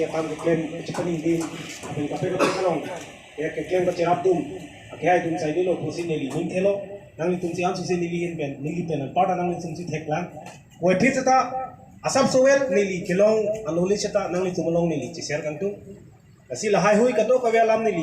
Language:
Karbi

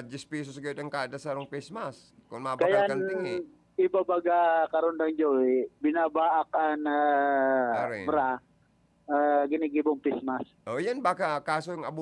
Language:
Bikol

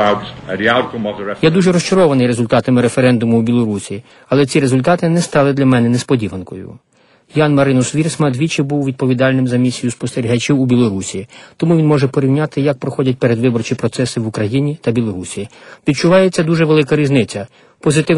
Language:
Ukrainian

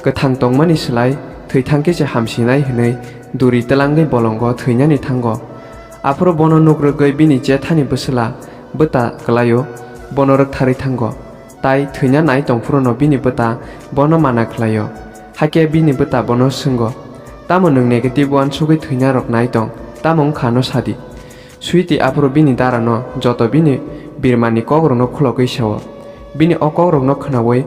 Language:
Kok Borok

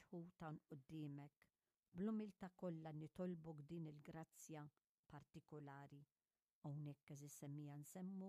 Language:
Maltese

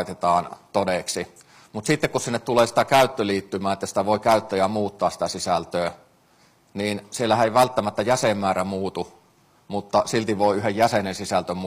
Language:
Finnish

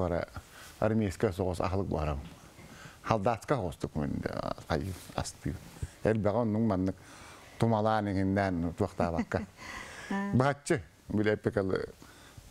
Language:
Tatar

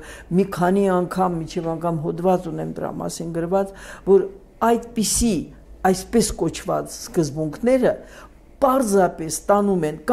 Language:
Armenian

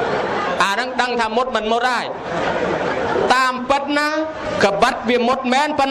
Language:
Khmer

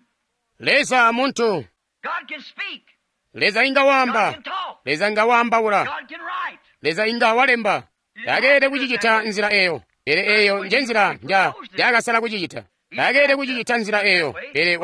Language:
Tonga (Zambia)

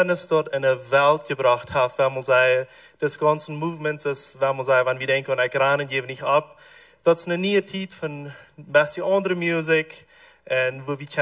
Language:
Plautdietsch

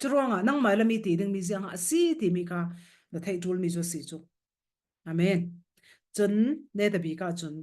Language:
Falam Chin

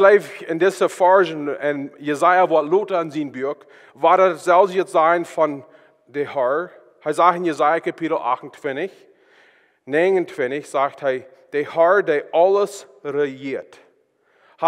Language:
Plautdietsch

